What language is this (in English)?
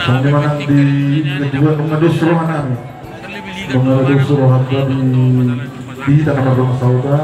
Batak Toba